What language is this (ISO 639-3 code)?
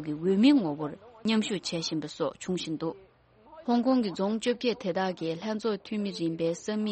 bod